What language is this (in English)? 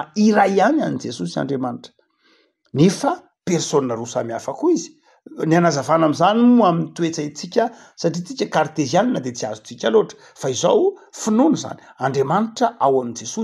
Malagasy